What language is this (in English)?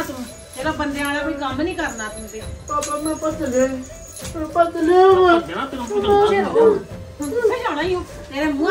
Punjabi